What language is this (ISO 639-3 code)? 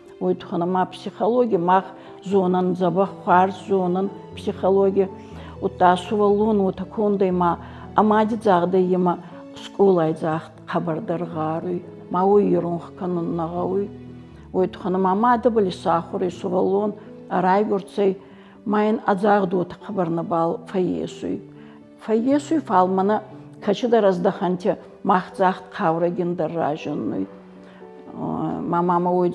oss